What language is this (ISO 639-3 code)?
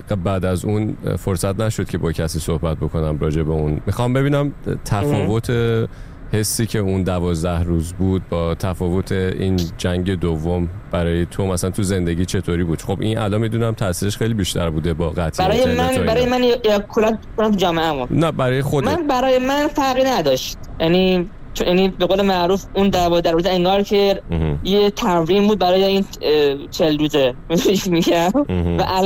fas